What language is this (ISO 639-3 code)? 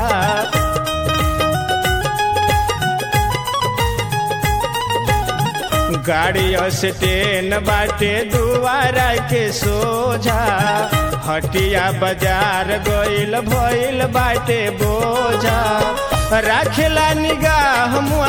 bho